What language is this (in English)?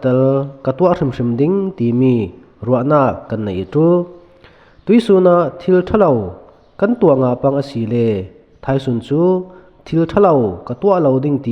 Falam Chin